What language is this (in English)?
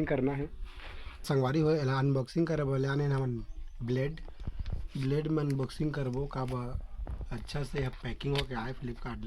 Chhattisgarhi